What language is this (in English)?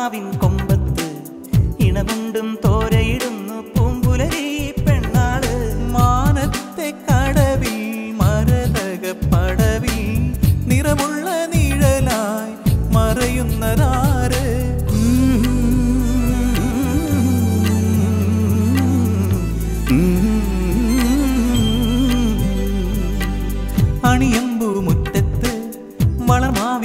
Malayalam